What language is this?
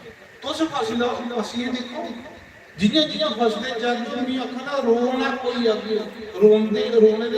Dogri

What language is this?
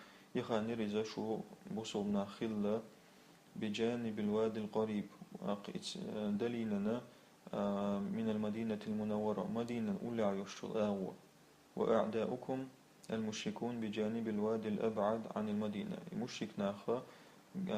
Chechen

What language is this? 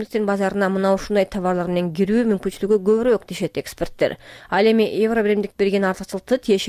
Kyrgyz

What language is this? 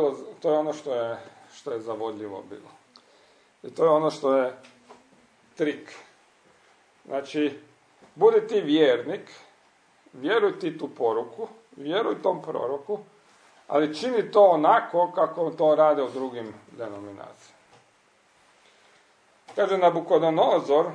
Croatian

